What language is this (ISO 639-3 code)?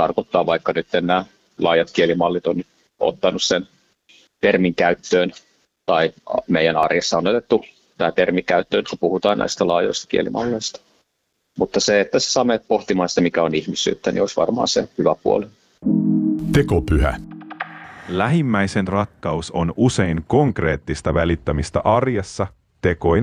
fin